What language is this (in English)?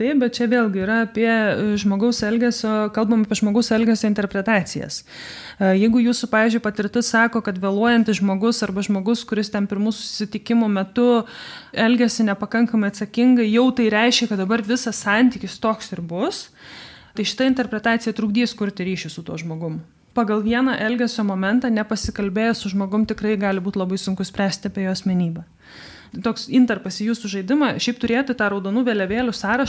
Lithuanian